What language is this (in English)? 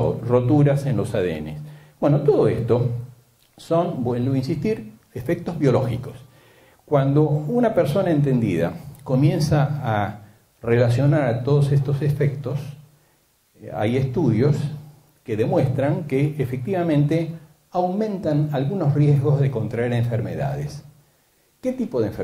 Spanish